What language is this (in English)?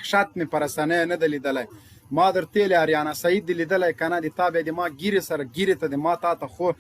Pashto